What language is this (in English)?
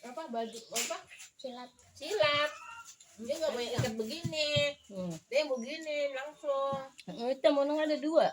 Betawi